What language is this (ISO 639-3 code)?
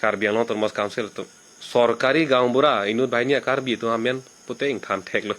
mjw